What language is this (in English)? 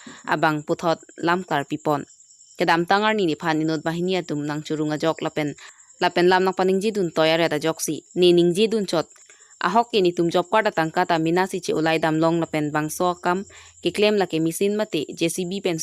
Karbi